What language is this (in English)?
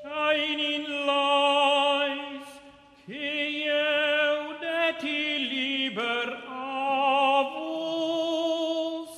Romansh